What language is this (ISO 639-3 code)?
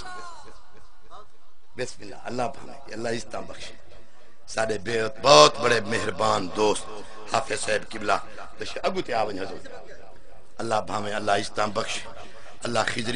skr